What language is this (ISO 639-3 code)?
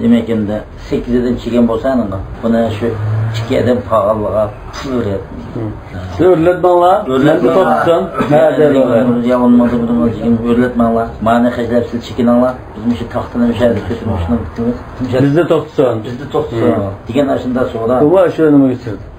uig